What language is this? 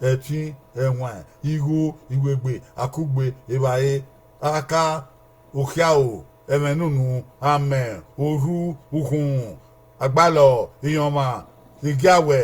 Bini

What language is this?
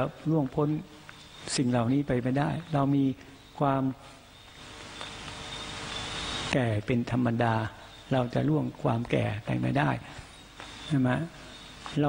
Thai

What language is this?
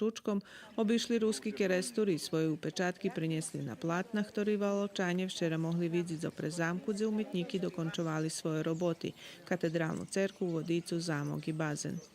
Rusyn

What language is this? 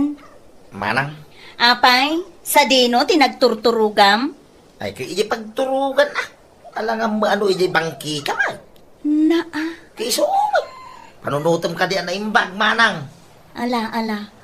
Iloko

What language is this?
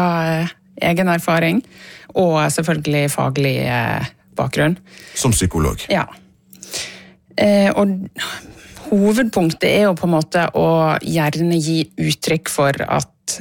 Norwegian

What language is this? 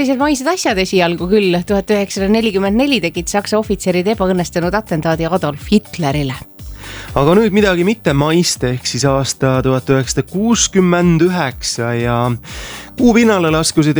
Estonian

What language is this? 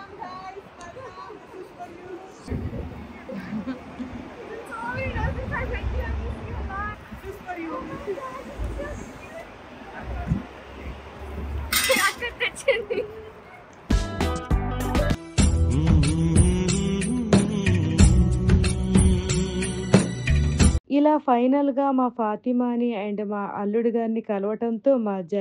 Telugu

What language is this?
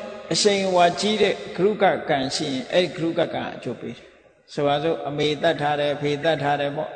Burmese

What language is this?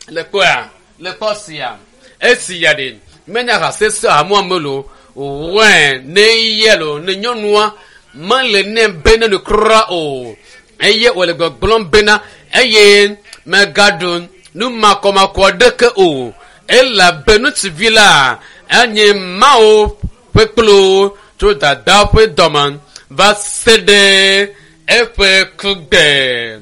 Ewe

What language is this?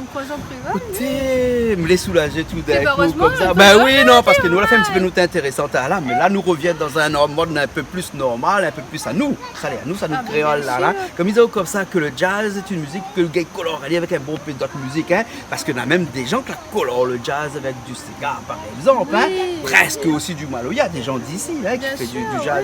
Réunion Creole French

